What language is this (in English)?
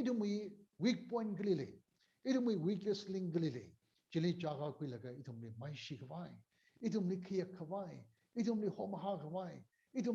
Tangkhul Naga (India)